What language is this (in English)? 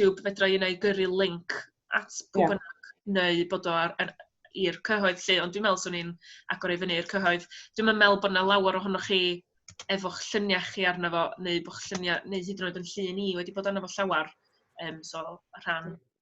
Welsh